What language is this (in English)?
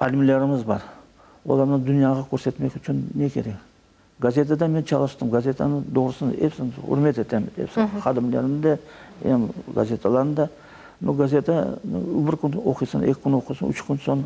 Crimean Tatar